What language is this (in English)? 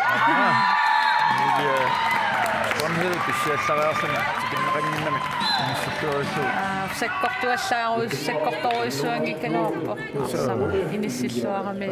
Kalaallisut